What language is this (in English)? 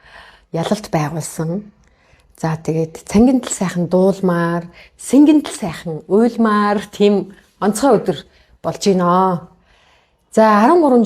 Mongolian